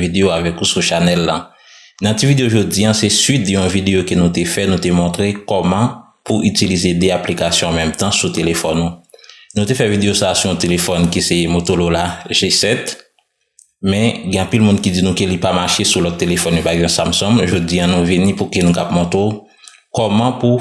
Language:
Haitian Creole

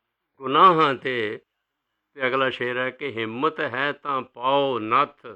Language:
Punjabi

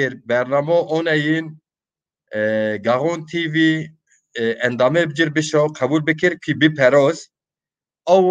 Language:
Zaza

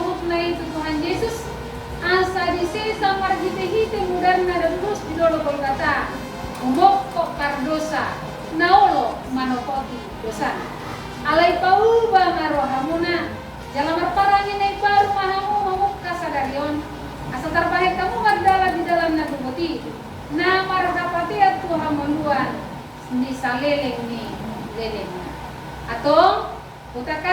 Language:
Batak Toba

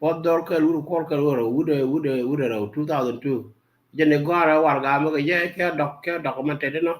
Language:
Nuer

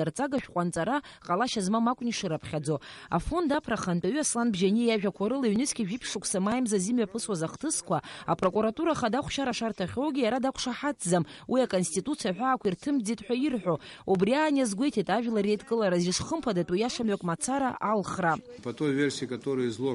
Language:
Abkhazian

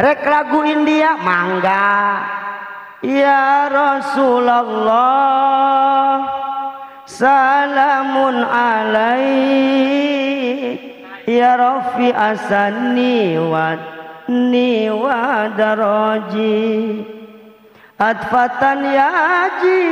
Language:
Sundanese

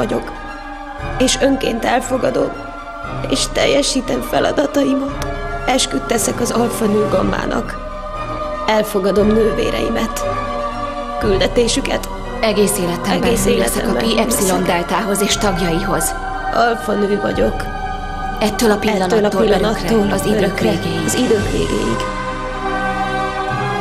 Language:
Hungarian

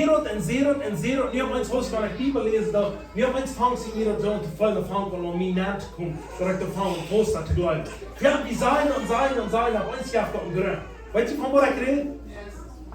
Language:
Plautdietsch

